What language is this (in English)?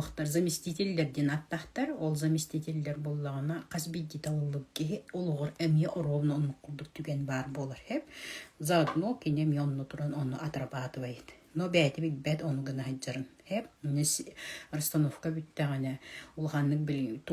Yakut